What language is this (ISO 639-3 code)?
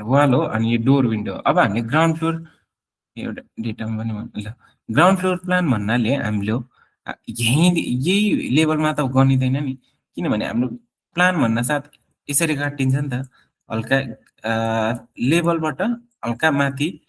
nep